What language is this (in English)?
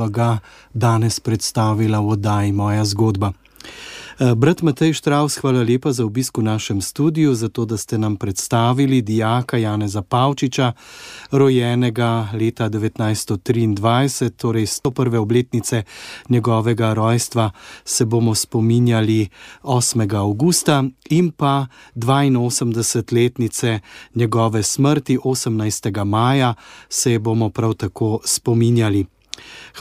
Slovenian